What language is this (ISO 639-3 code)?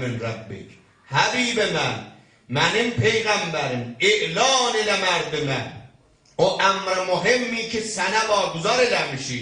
azb